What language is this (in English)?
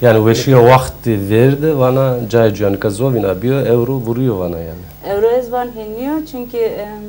Zaza